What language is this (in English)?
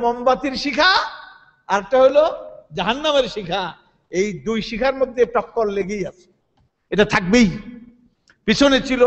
Bangla